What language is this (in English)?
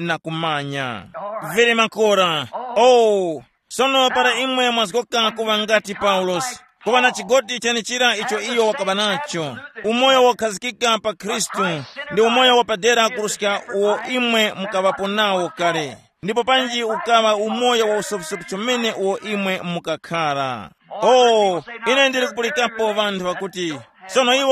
Tumbuka